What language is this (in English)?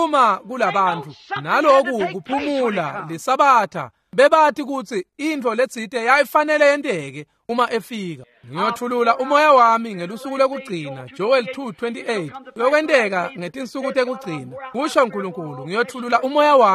Swati